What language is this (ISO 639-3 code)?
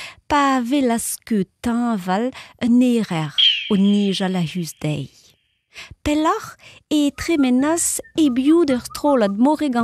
bre